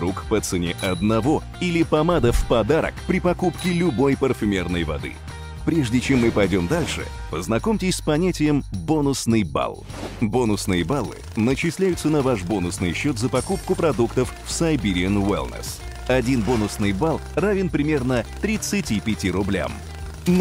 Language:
Russian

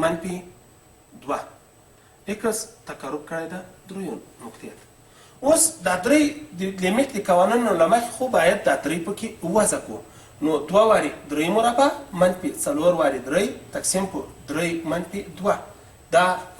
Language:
Pashto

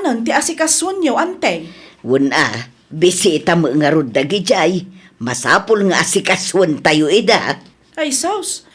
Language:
Iloko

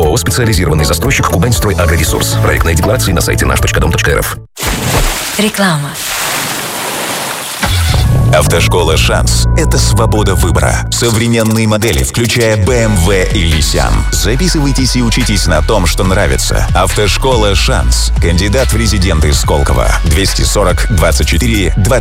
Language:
Russian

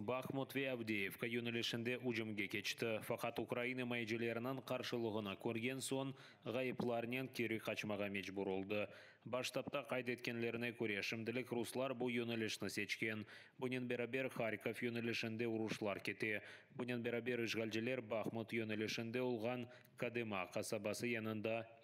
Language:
Crimean Tatar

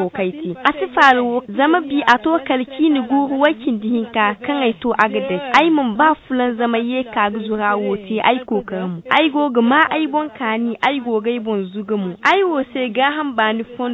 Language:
Zarma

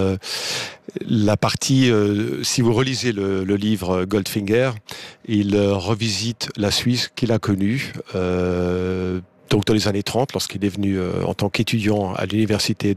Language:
French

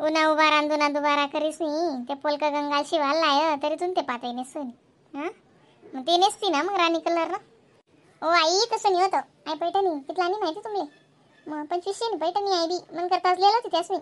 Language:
Khandesi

